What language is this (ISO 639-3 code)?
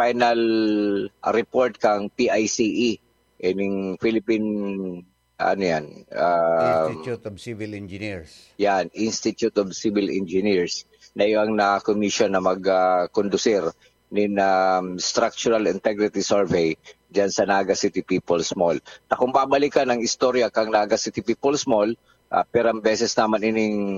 bik